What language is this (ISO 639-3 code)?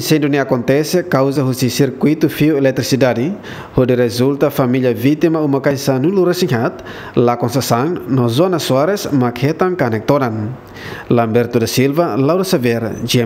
tet